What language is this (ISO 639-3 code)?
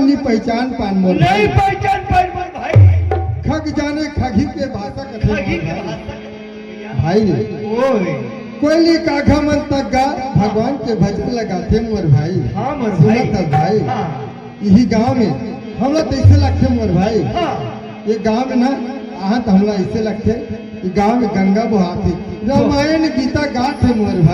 hne